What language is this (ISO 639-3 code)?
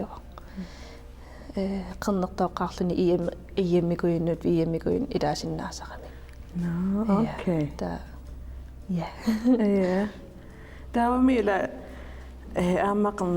kal